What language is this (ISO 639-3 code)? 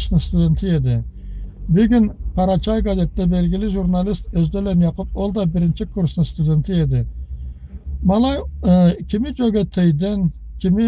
krc